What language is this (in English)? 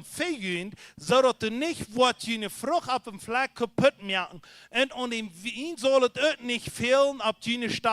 Plautdietsch